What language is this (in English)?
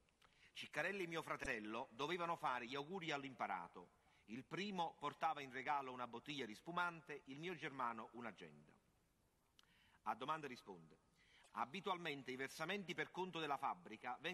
Italian